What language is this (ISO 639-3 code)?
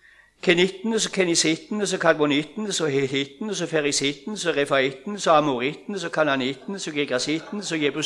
nor